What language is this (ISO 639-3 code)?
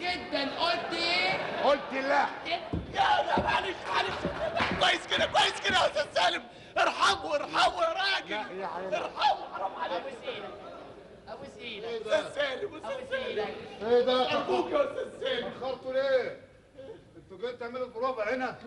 arz